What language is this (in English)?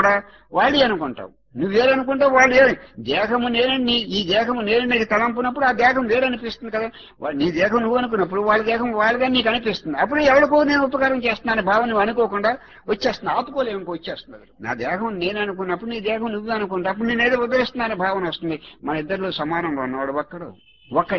Telugu